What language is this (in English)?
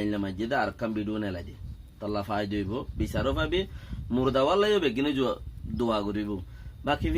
Rohingya